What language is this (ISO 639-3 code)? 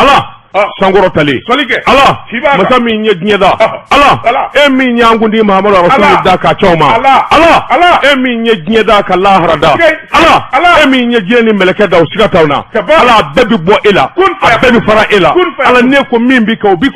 bam